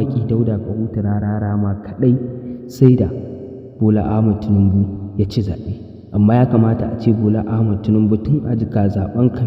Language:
Hausa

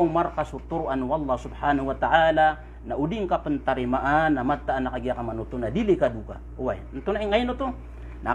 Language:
Maranao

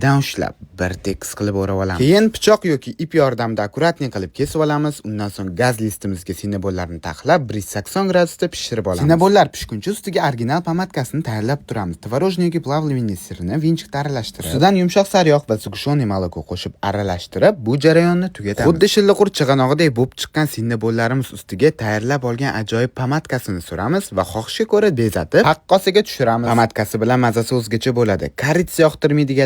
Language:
Uzbek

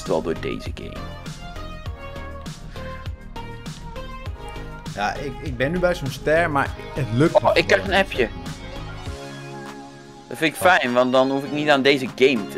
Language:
Dutch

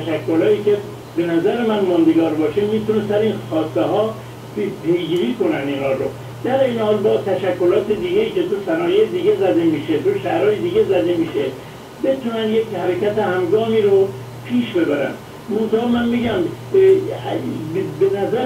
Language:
Persian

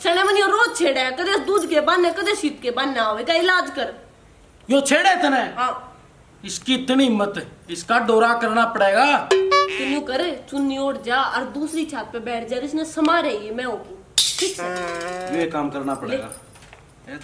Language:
Haryanvi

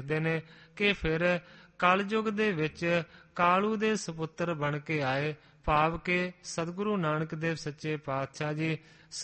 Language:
Punjabi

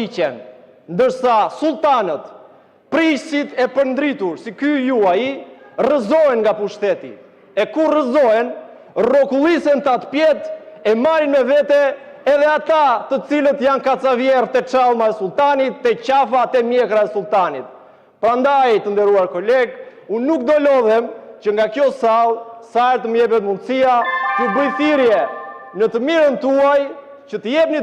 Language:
Albanian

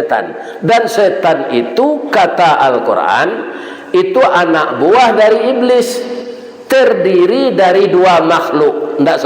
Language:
Minangkabau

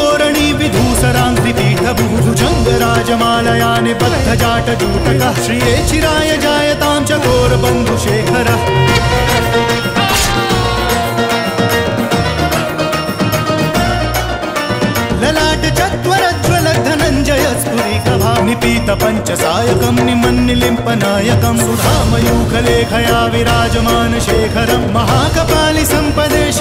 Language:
Sanskrit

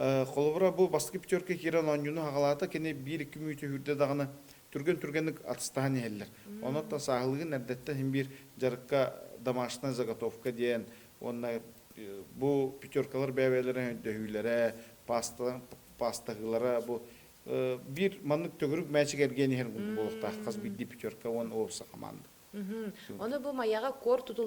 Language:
Yakut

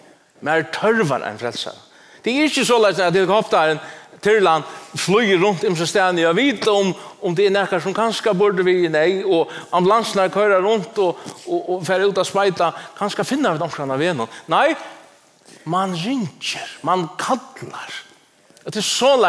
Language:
Faroese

